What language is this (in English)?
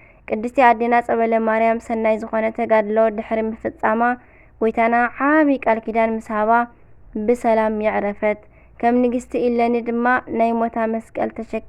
Tigrinya